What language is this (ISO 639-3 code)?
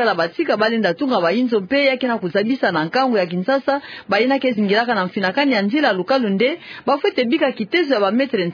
ktu